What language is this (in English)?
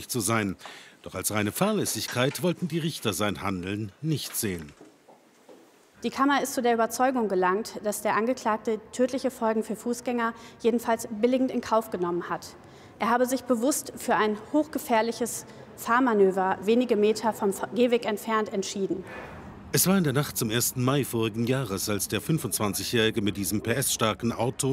German